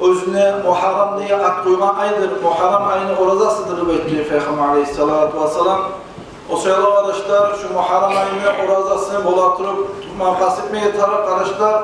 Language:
Kumyk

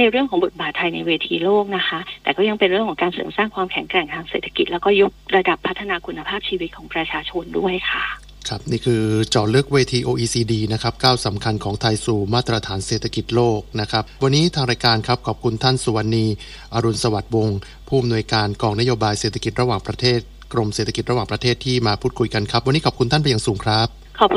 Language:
Thai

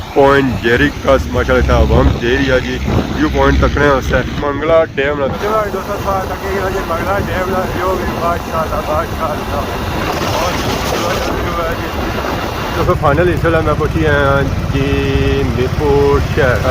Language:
Pahari-Potwari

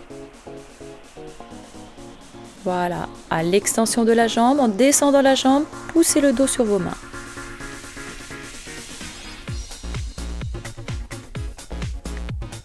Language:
French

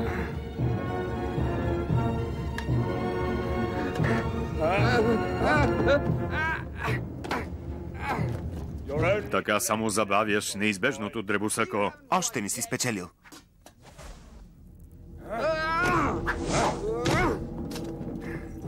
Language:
Bulgarian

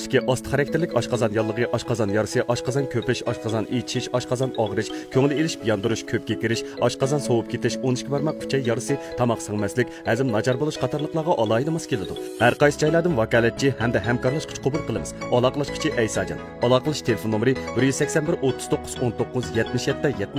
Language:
Uyghur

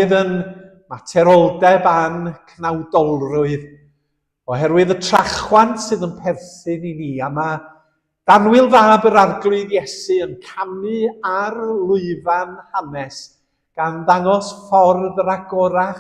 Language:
Welsh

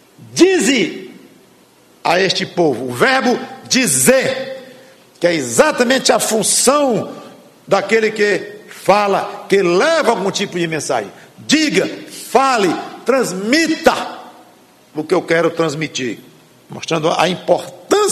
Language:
Portuguese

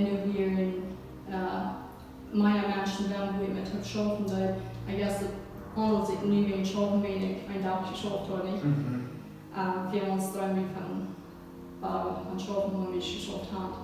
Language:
Plautdietsch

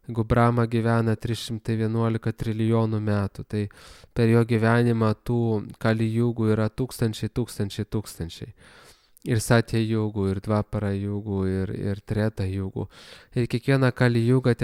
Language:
Lithuanian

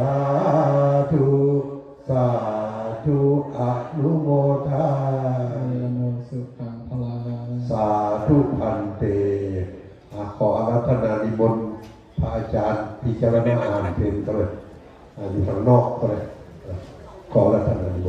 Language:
Lao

